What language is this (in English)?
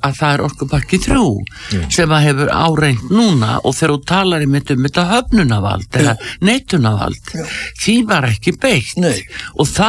Icelandic